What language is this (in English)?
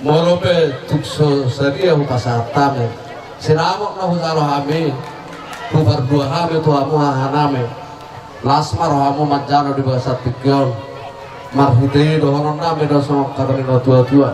Batak Toba